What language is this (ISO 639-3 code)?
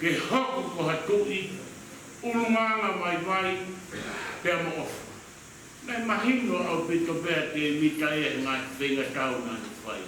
ton